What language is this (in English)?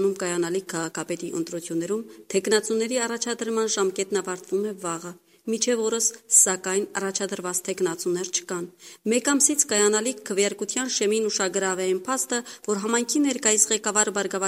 Armenian